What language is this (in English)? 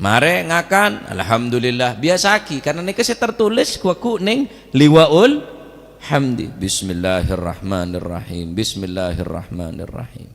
Madurese